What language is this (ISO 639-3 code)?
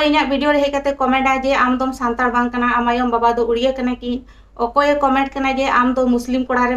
sat